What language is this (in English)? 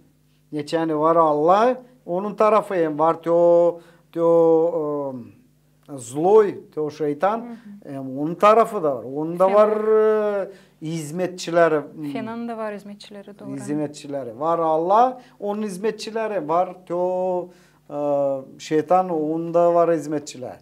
Gagauz